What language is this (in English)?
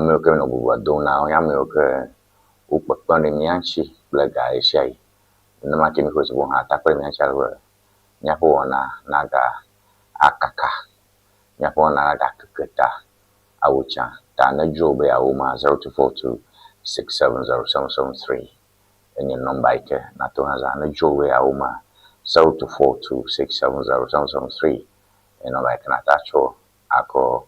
Ewe